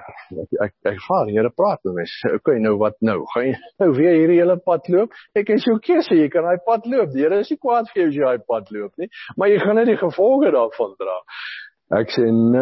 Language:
Afrikaans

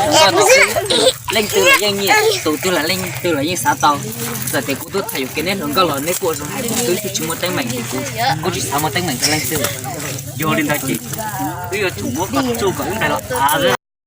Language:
Hmong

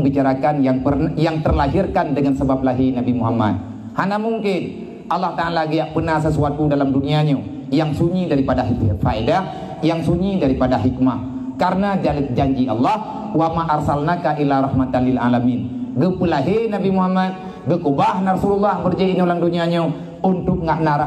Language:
Achinese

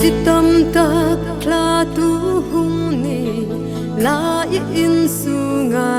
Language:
Hmar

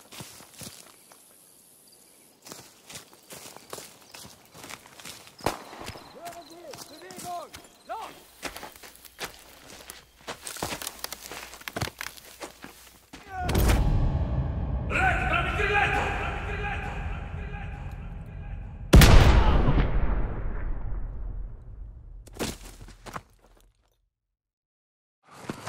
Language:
Italian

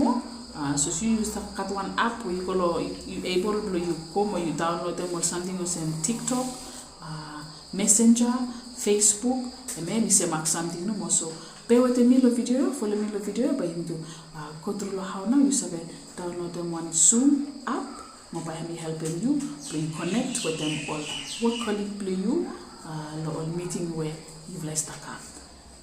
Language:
Bislama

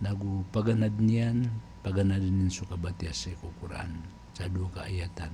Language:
Maranao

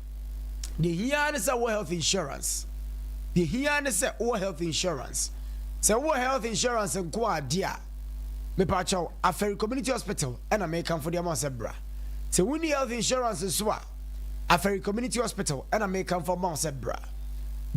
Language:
Akan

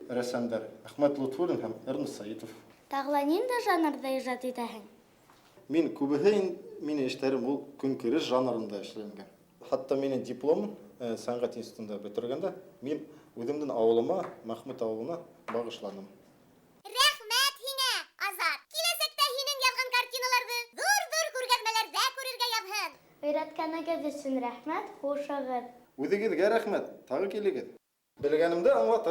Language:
Bashkir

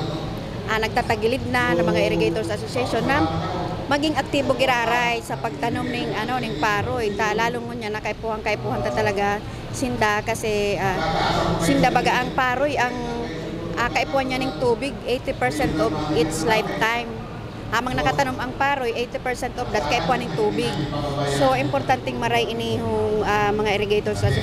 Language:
Bikol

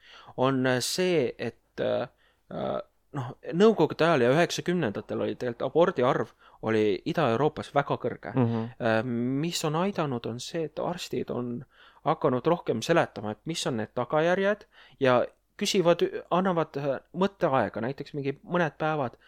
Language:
Estonian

